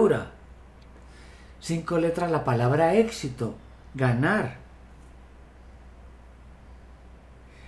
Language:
Spanish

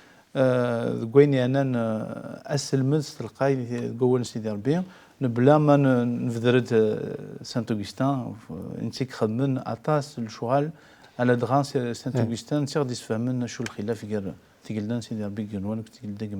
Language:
Kabyle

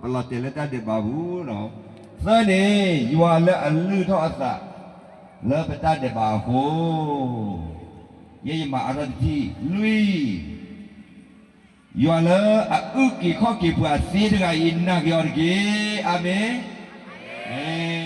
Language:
S'gaw Karen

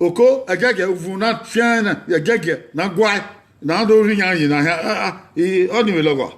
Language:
Bini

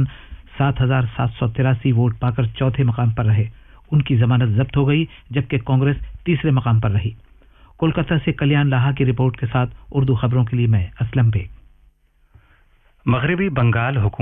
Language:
Urdu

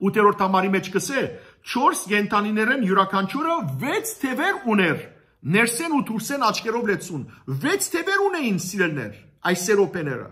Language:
Armenian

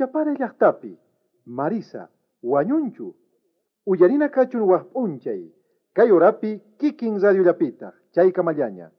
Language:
South Bolivian Quechua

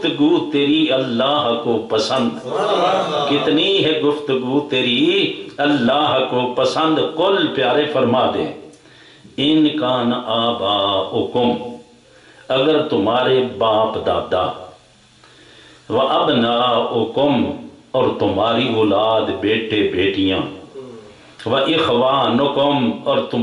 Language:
Urdu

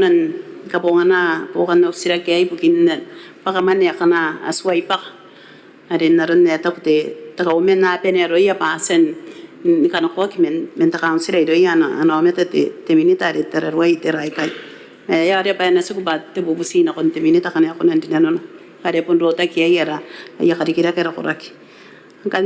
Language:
Gilbertese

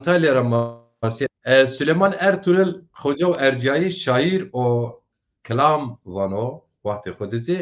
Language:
Zaza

